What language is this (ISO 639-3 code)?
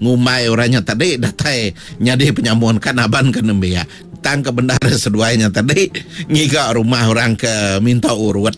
iba